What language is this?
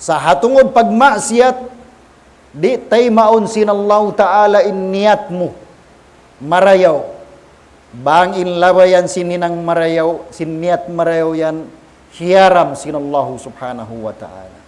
Tausug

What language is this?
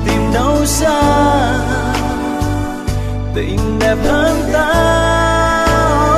Vietnamese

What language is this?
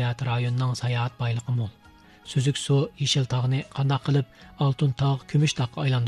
Uyghur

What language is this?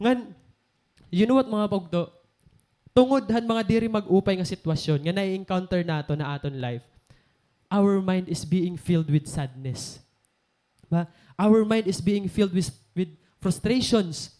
Waray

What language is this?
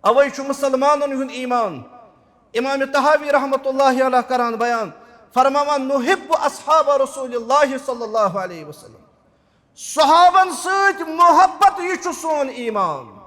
Kashmiri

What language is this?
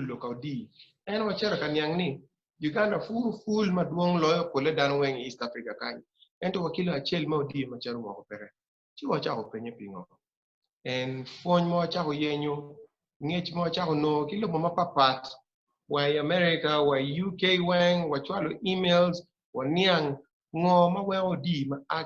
Acoli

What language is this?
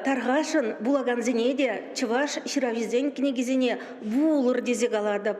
Chuvash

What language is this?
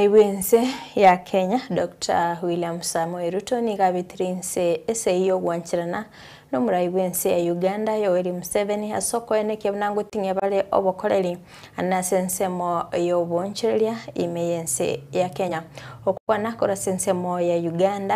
Gusii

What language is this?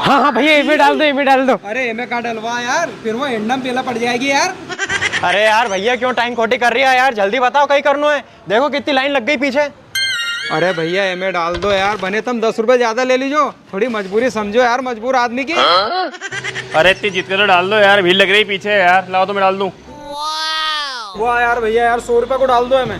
Rajasthani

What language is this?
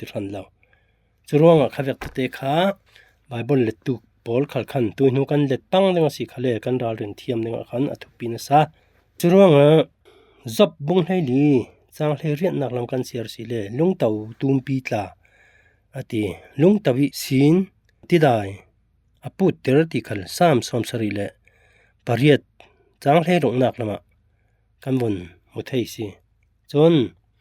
Falam Chin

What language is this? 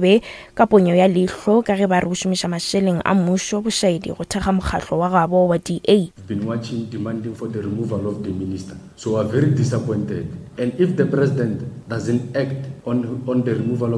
Northern Sotho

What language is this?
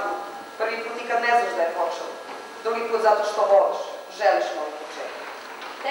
Serbian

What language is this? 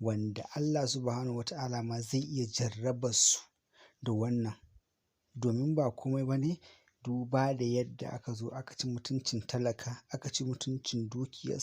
Hausa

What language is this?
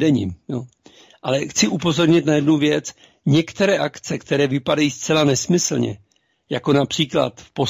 Czech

